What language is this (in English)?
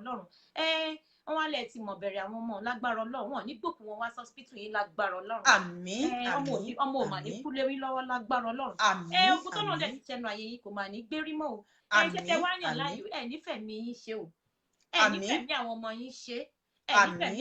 Yoruba